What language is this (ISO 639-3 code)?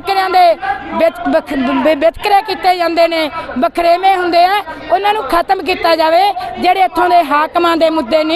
pan